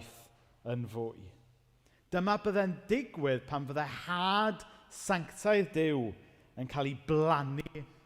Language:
Welsh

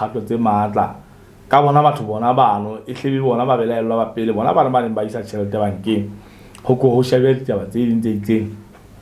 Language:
Southern Sotho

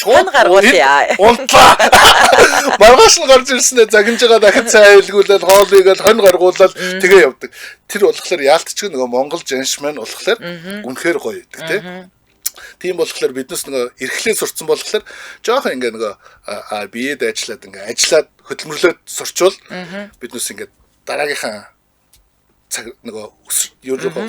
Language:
Mongolian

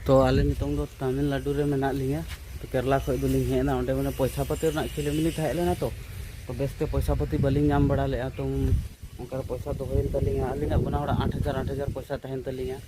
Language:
Santali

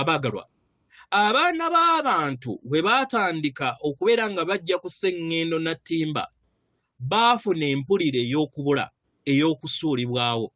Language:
Ganda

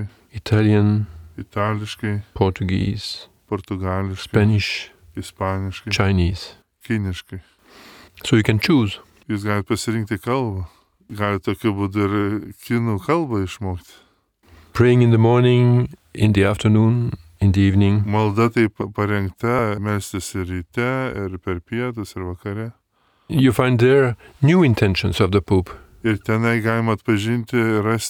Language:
Lithuanian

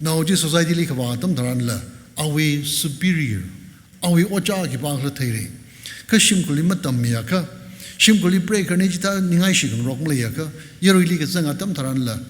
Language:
Tangkhul Naga (India)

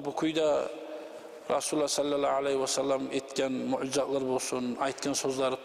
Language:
Kumyk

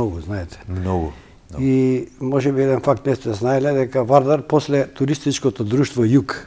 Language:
Macedonian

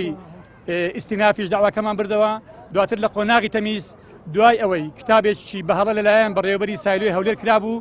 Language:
Central Kurdish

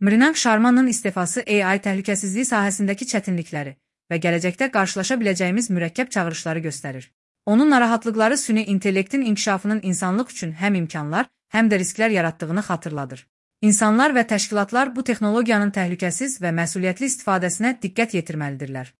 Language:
Azerbaijani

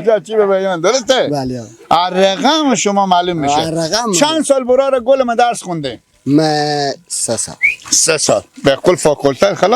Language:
Persian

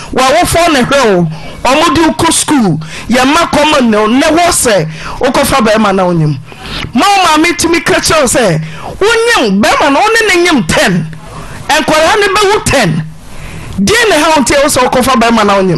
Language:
Akan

